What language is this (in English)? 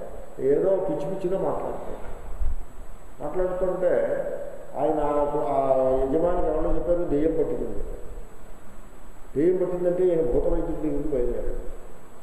Telugu